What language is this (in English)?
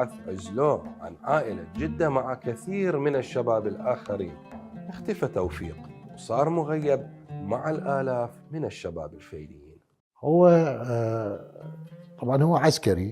Mesopotamian Arabic